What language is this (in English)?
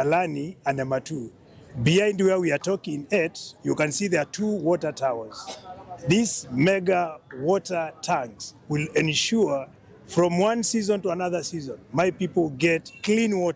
Kamba